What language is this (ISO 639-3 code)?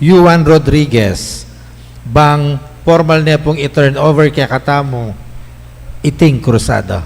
pam